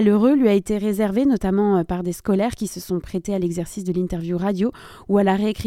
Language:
French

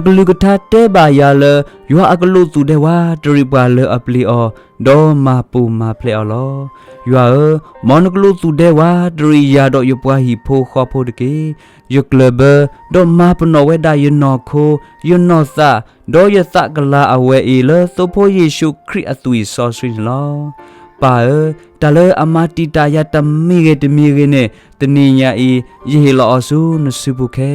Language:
S'gaw Karen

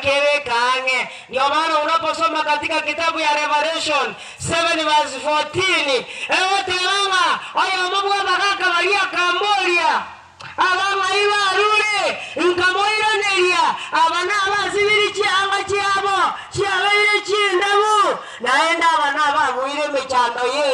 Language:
Gusii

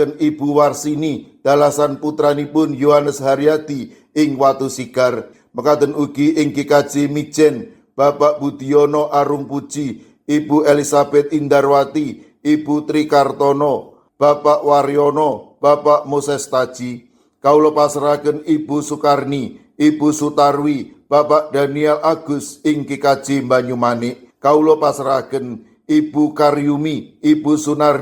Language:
Javanese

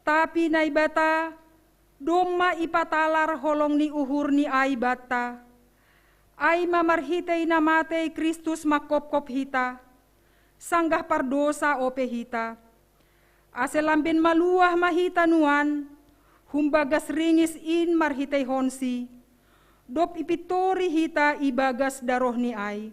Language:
Batak Simalungun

